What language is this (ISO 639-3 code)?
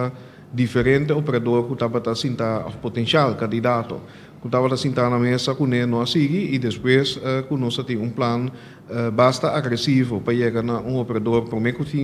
pap